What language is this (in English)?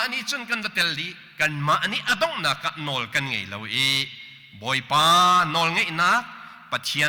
Hakha Chin